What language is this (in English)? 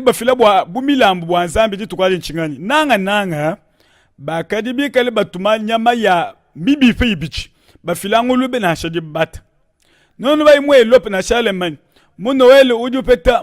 Luba-Lulua